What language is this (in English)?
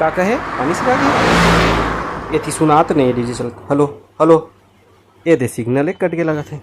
Chhattisgarhi